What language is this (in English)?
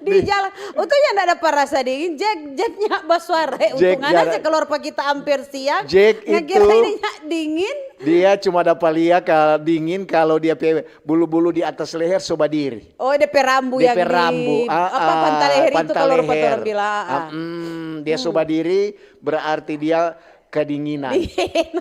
Manado Malay